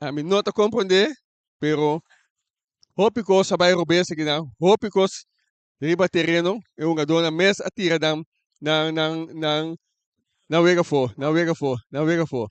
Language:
Papiamento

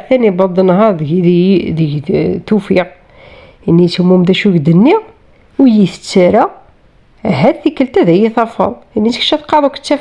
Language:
Kabyle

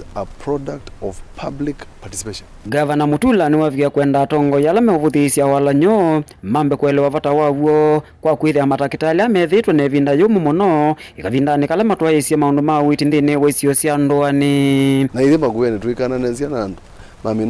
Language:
Kamba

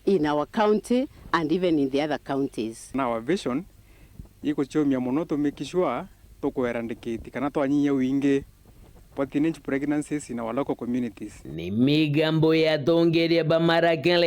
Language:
Meru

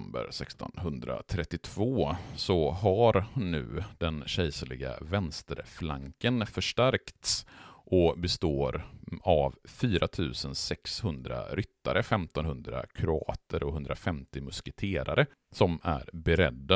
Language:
Swedish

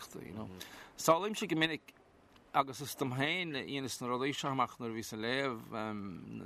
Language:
Irish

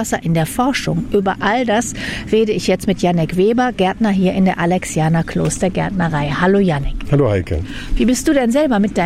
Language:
German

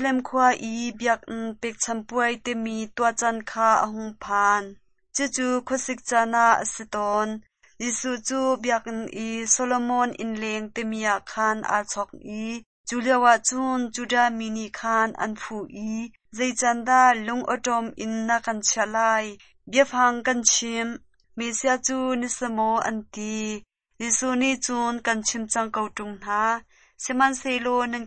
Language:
Hakha Chin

